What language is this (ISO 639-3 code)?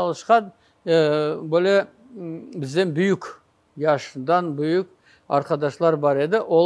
crh